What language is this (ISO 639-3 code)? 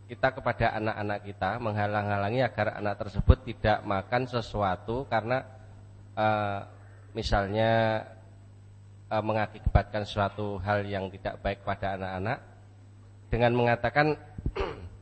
ind